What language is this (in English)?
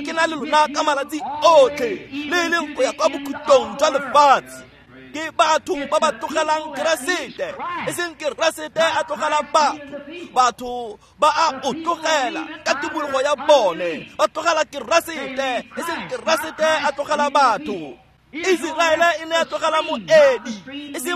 Tswana